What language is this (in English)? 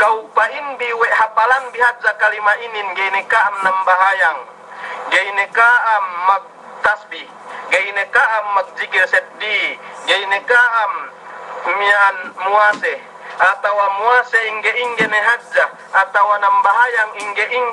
Yakan